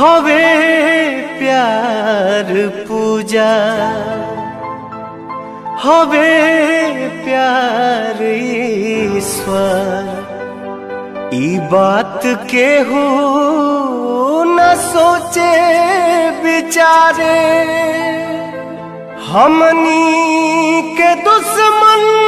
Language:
Bhojpuri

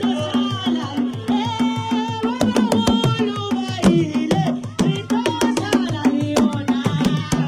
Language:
Northern Sotho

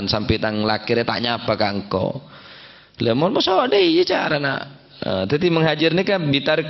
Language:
Madurese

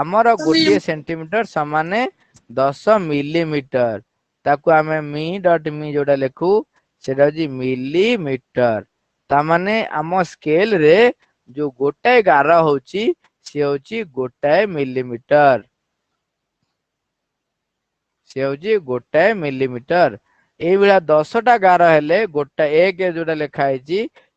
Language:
Odia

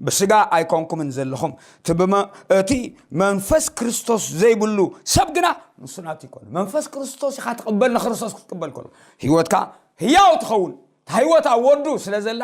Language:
Tigrinya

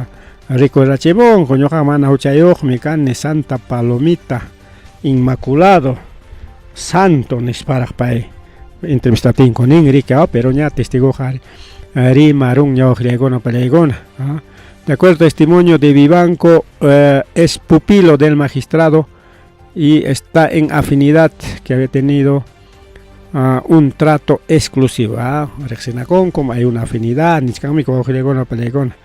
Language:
Ayacucho Quechua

